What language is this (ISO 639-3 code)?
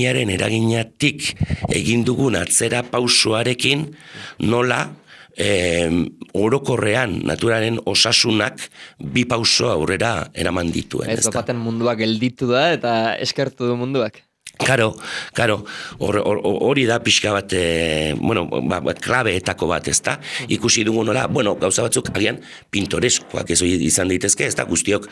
eus